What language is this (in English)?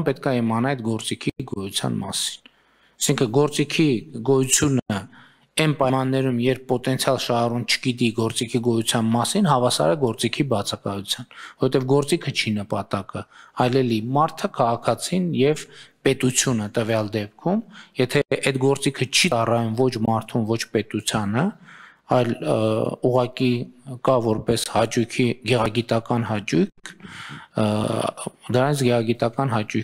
Armenian